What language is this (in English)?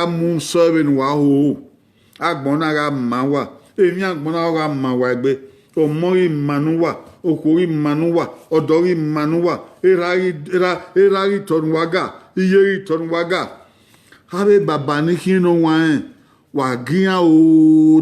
Bini